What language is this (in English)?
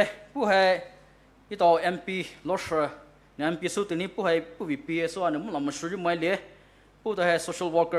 Poumei Naga